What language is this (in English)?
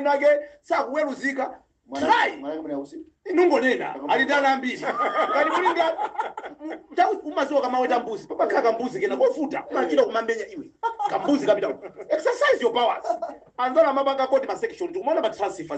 Nyanja